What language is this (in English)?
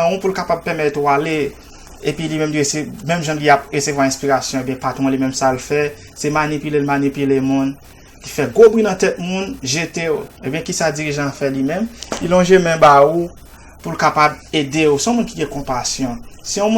Haitian Creole